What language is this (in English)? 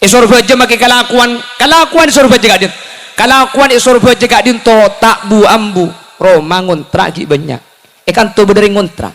Madurese